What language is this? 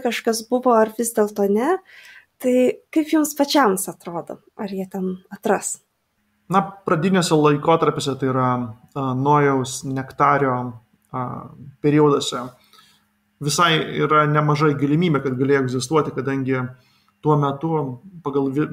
Lithuanian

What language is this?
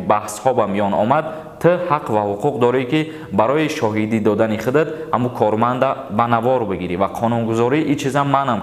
Tajik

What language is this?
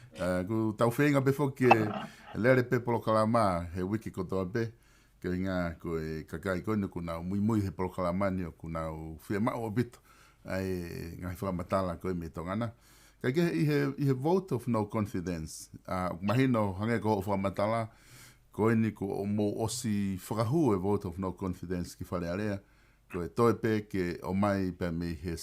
Tongan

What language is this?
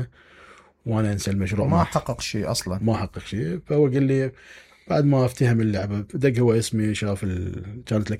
Mesopotamian Arabic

